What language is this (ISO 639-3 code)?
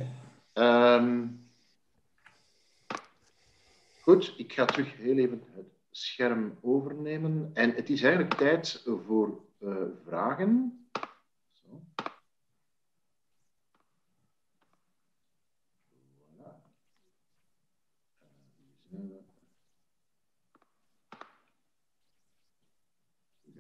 nld